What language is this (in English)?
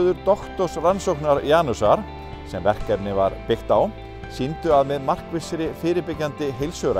Icelandic